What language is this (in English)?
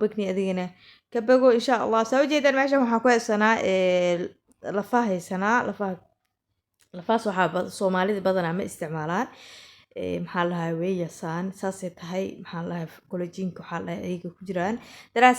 Somali